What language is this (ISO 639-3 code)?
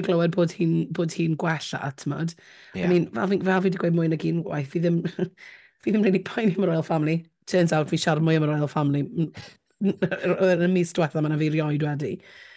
cym